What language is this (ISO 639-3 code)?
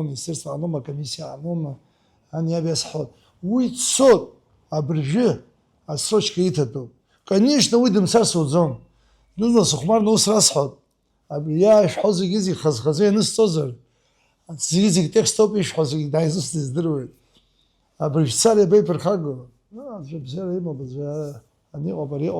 abk